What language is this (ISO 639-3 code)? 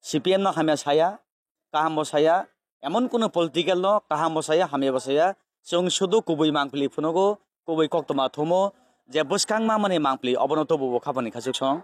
trp